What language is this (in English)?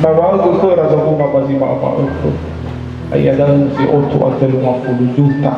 Nias